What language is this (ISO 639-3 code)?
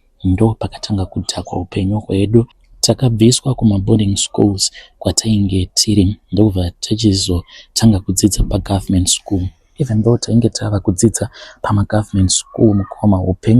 sna